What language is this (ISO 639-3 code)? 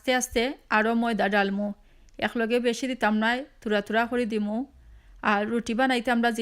syl